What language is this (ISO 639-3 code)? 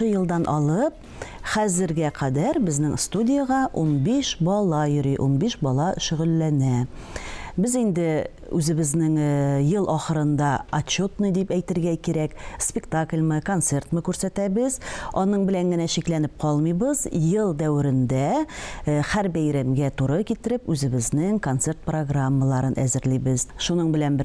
tat